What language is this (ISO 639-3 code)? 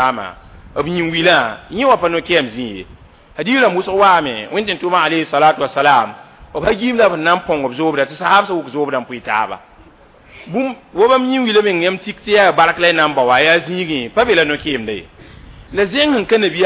mos